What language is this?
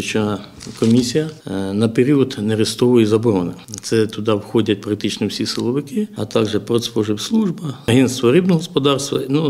Ukrainian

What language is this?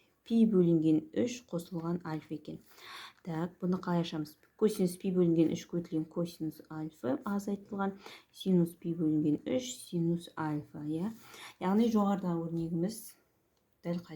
Kazakh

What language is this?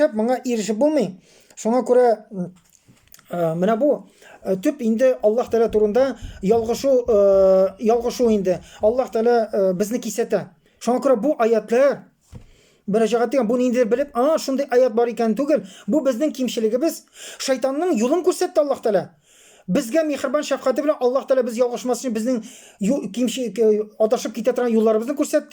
Tatar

